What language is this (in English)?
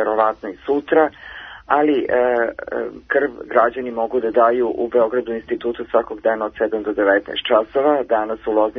Serbian